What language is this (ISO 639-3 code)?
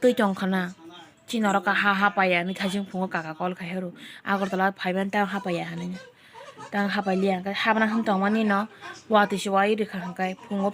trp